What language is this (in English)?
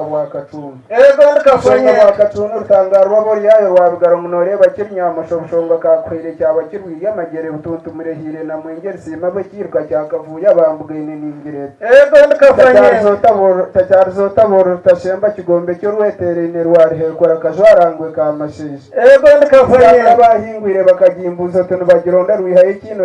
Nyankole